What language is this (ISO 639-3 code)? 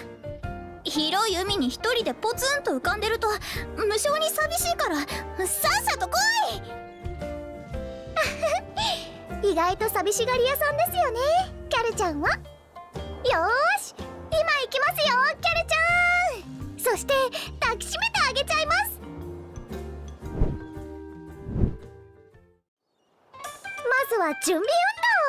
jpn